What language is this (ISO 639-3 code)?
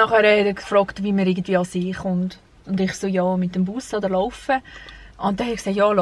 gsw